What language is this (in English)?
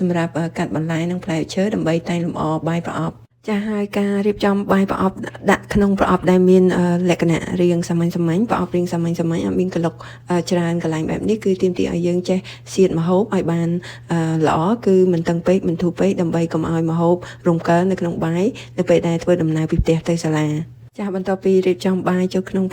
Khmer